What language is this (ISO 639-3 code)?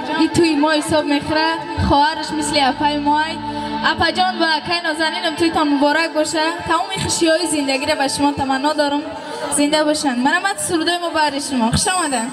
tgk